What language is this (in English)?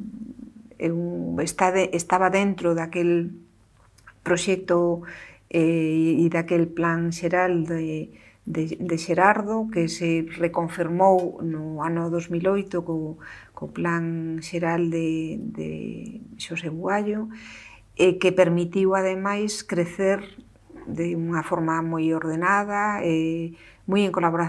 Galician